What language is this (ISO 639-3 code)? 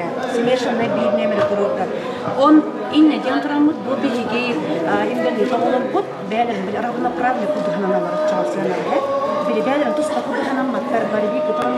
sah